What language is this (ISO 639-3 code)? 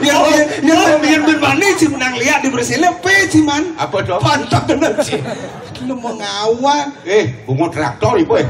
ban